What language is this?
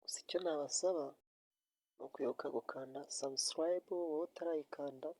Kinyarwanda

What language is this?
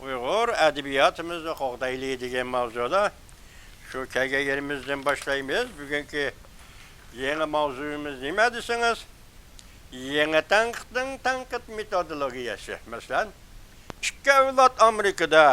Uyghur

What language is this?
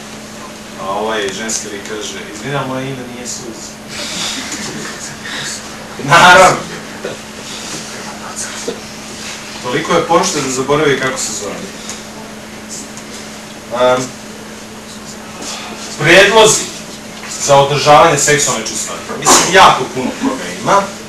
Serbian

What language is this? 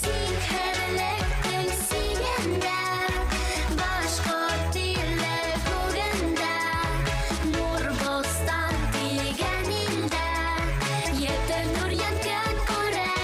Bashkir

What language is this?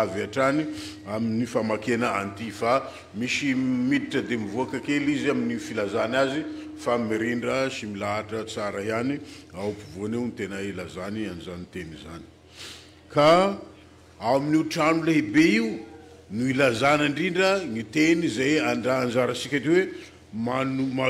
Malagasy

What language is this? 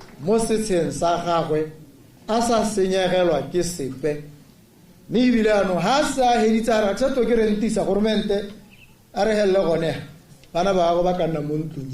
Tswana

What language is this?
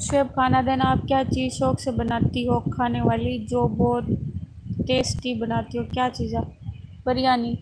Saraiki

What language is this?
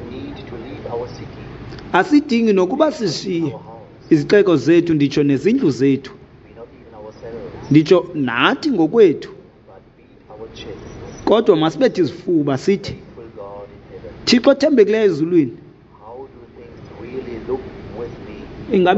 Xhosa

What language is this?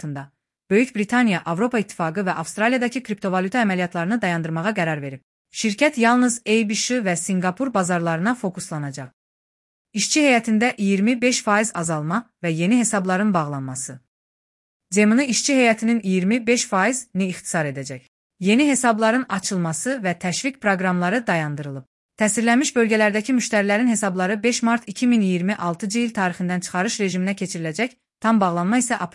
Azerbaijani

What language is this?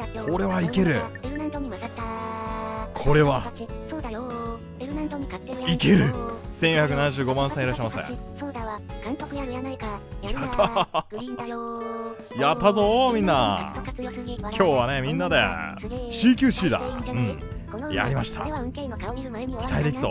Japanese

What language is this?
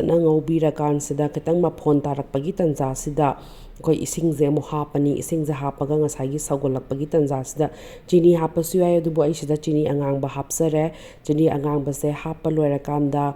Manipuri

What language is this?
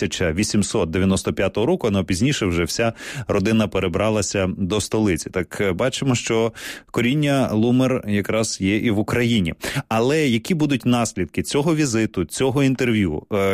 Ukrainian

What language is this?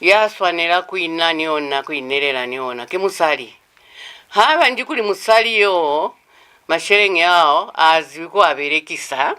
Lozi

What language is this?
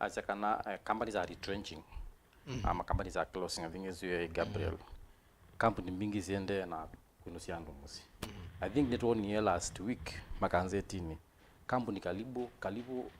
Kamba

